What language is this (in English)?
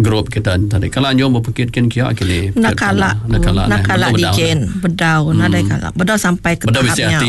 Iban